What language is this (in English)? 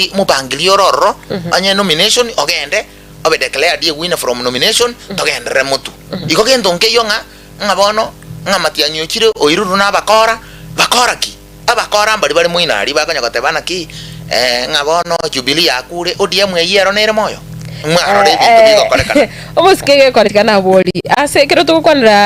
Gusii